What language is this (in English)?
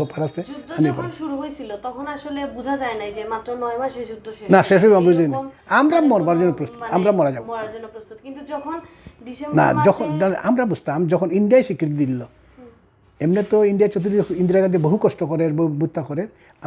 Sylheti